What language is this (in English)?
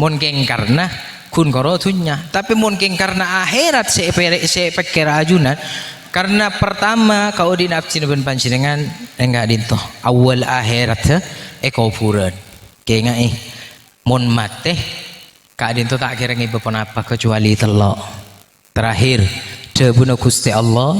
Madurese